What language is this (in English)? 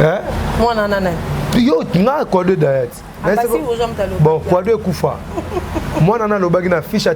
Lingala